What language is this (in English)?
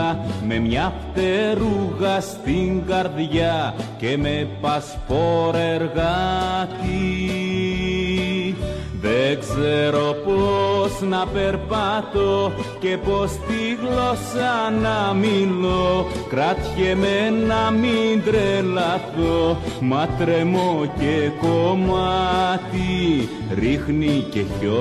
Greek